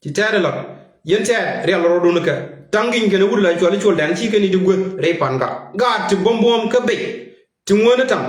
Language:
Nuer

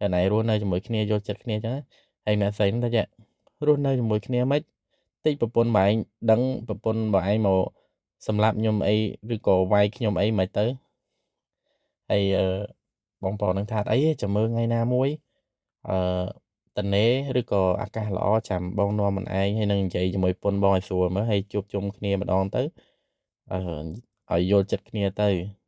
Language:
Khmer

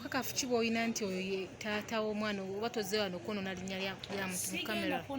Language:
Ganda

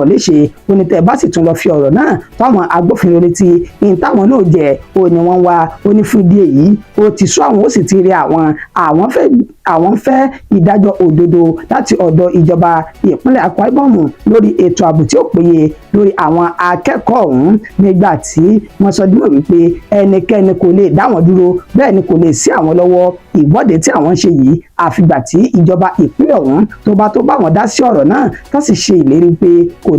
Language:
Yoruba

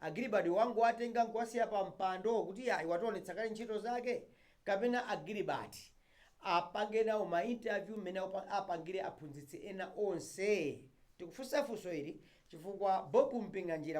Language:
Nyanja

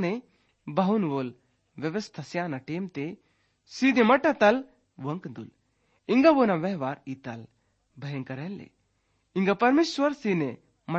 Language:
Gondi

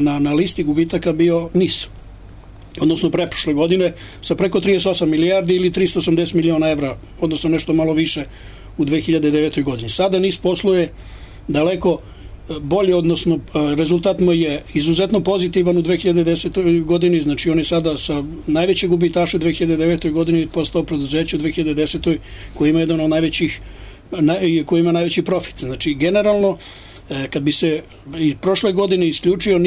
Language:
Serbian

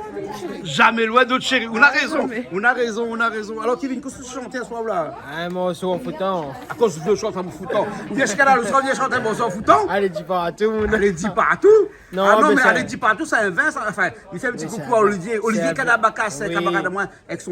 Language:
Réunion Creole French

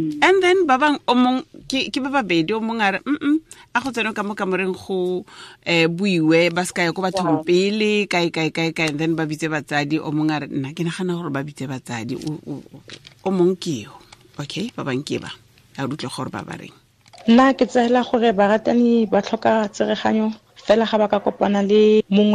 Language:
Tswana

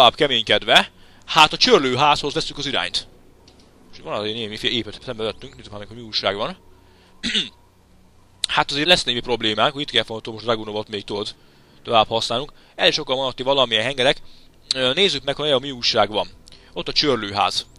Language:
Hungarian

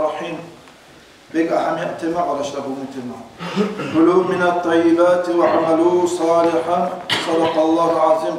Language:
Kumyk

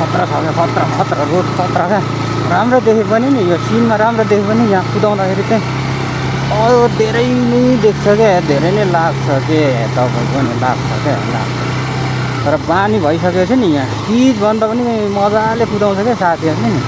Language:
Nepali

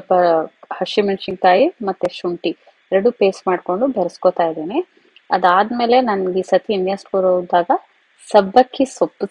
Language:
Kannada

